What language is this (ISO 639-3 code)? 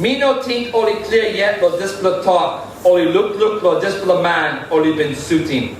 tpi